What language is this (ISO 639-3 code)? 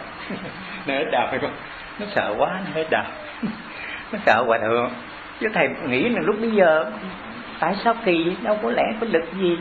vie